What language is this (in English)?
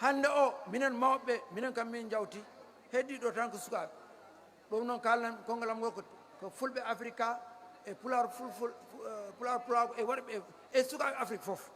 Fula